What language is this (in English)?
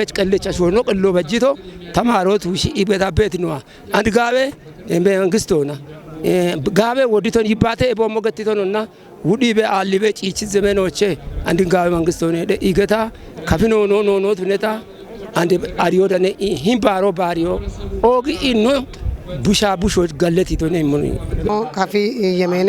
Kafa